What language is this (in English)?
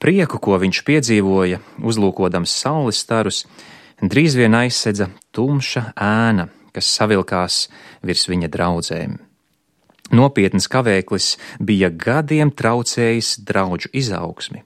Latvian